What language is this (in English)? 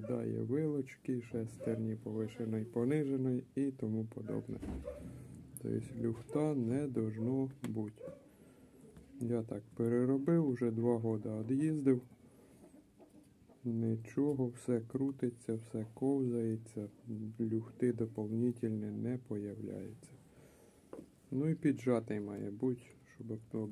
Ukrainian